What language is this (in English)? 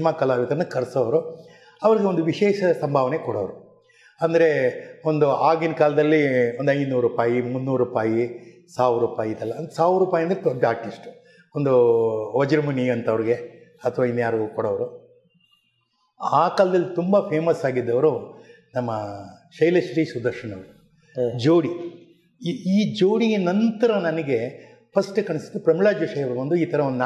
Kannada